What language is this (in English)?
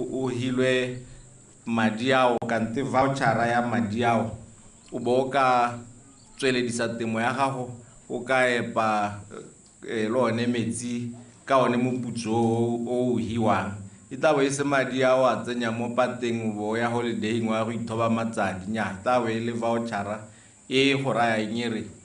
Tswana